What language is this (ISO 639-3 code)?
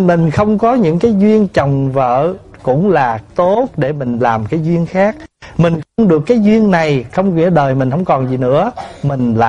vie